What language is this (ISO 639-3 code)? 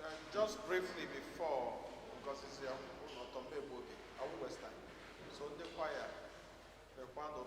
ibo